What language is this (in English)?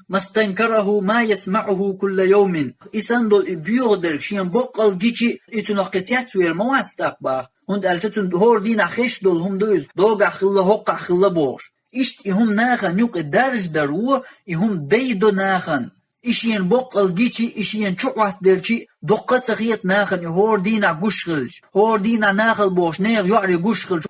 Chechen